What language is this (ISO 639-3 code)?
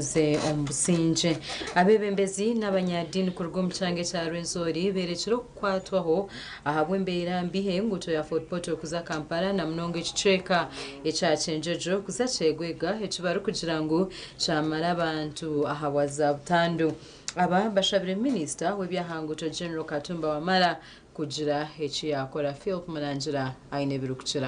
nyn